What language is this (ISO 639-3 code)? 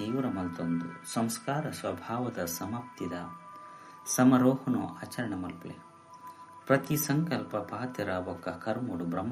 tcy